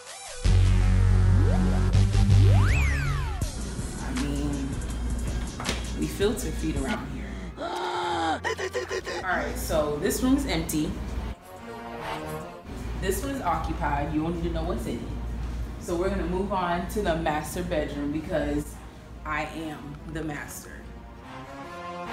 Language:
English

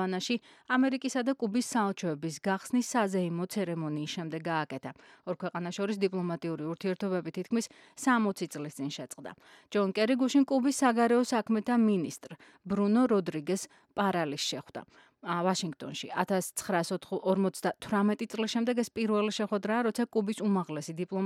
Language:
Georgian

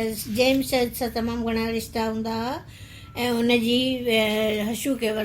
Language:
Sindhi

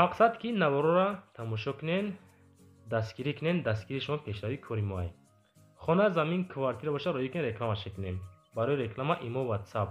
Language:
Tajik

